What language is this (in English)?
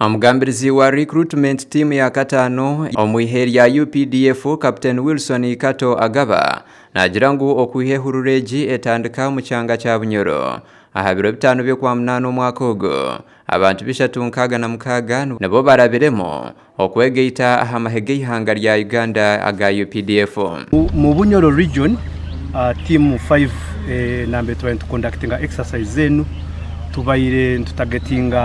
Nyankole